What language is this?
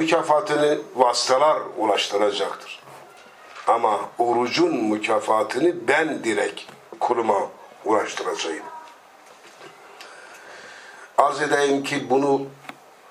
Turkish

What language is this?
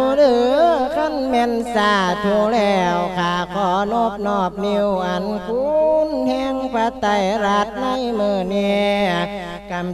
Lao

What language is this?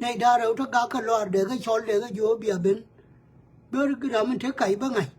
Nuer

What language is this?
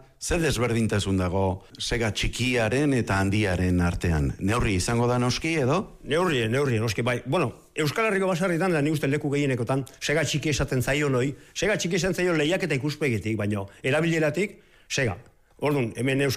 Basque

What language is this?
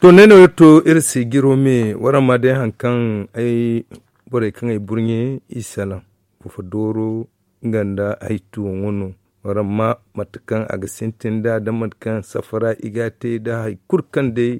Zarma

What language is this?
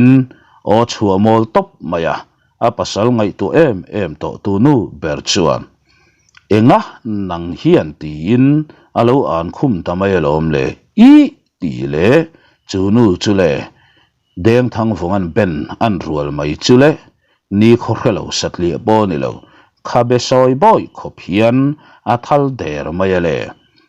Mizo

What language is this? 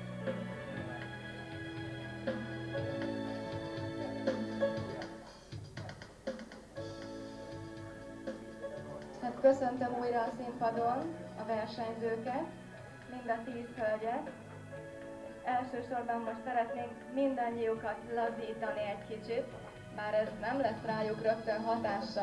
Hungarian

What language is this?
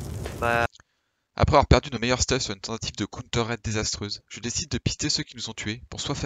French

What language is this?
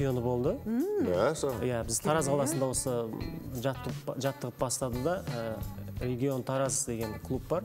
Kazakh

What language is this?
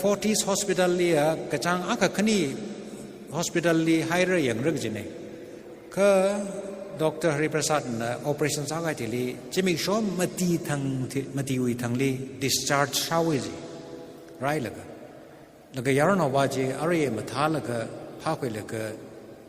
Tangkhul Naga (India)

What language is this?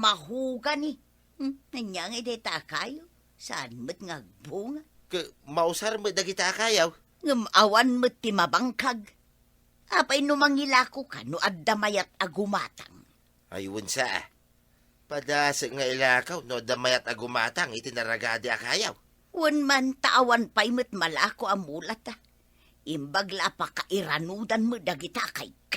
Iloko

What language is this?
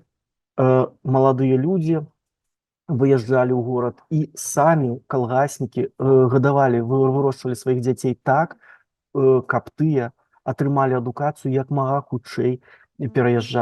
Belarusian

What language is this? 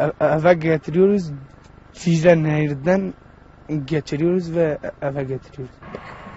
Turkish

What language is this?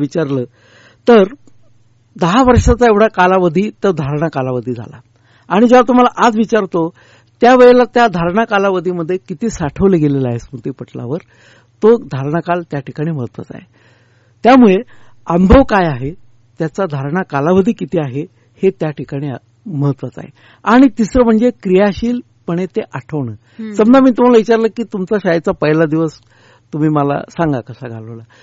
Marathi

